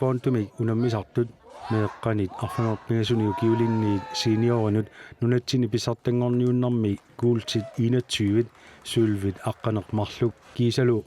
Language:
Kalaallisut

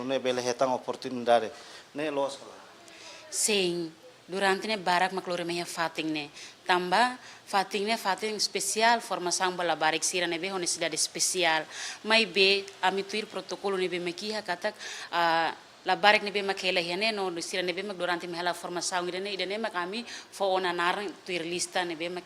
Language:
Tetum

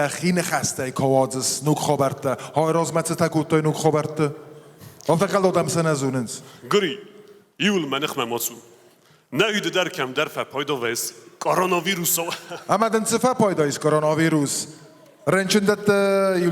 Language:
Ossetic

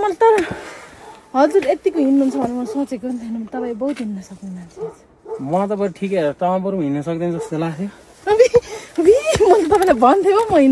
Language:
Nepali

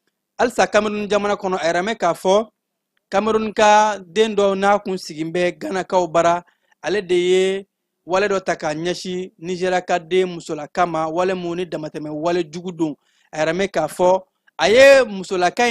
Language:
Bambara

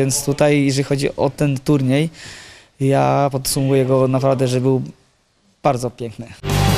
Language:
Polish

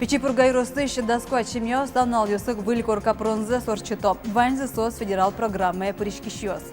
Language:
Udmurt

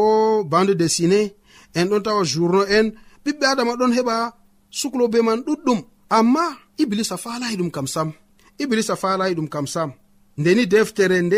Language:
Nigerian Fulfulde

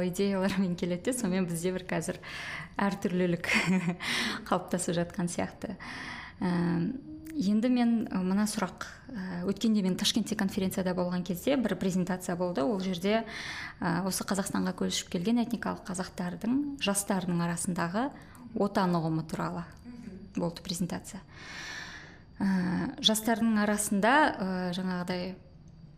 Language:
Kazakh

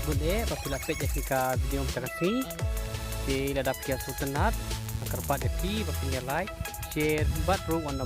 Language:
Khasi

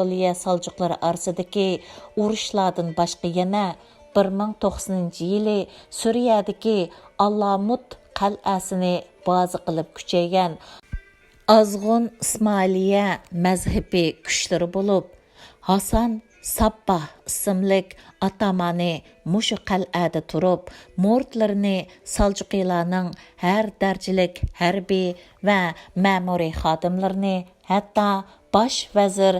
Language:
Uyghur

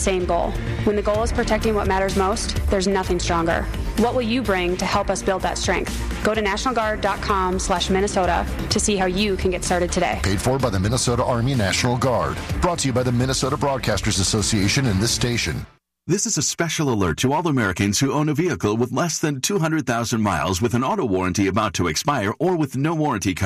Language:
English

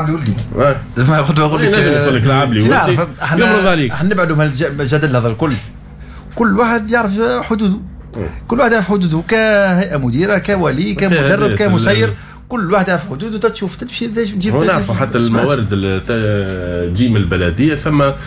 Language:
Tunisian Arabic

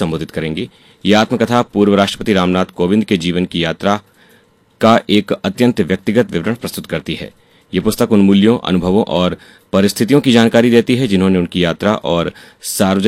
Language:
Hindi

